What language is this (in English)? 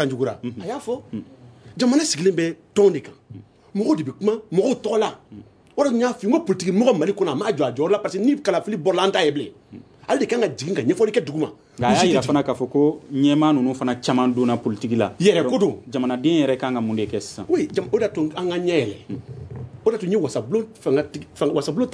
Bambara